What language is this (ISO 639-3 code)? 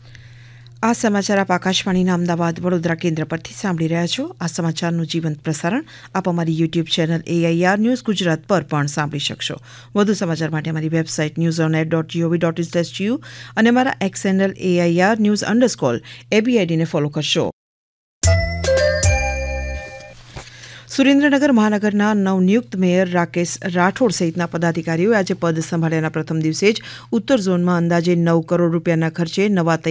guj